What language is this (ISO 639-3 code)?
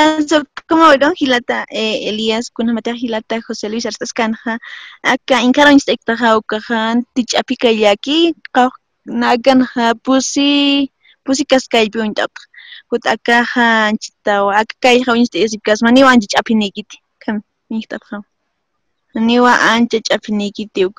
aym